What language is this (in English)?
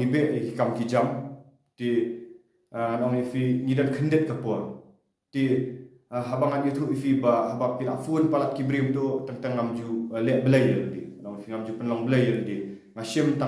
Khasi